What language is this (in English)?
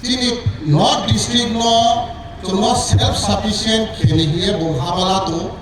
Riang (India)